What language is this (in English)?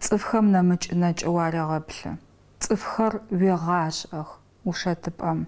Adyghe